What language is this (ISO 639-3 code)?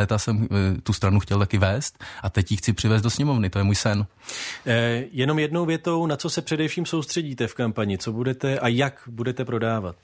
ces